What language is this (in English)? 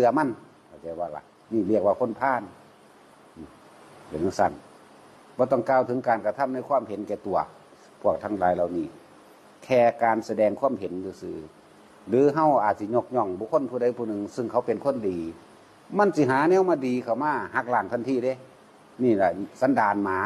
Northeastern Thai